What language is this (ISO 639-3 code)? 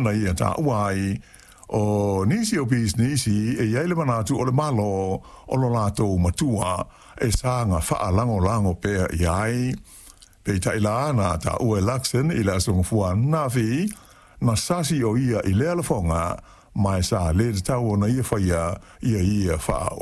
smo